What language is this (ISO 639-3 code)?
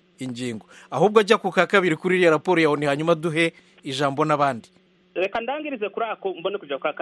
kin